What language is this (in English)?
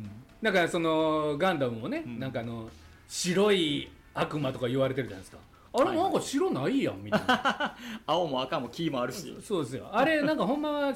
Japanese